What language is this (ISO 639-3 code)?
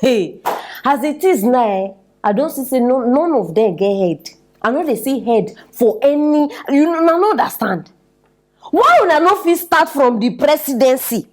pcm